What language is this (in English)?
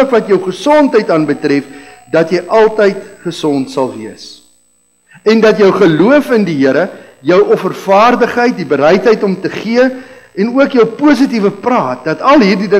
Afrikaans